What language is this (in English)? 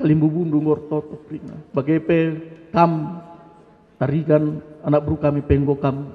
Batak Karo